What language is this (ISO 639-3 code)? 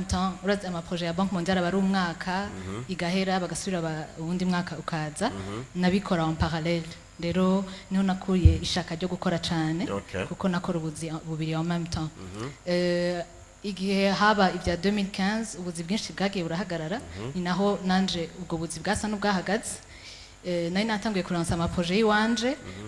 run